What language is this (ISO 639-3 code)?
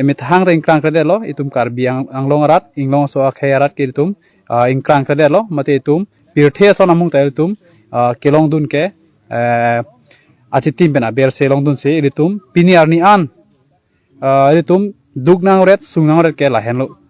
mjw